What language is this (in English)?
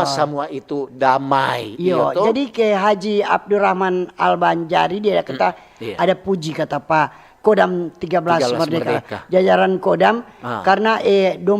Manado Malay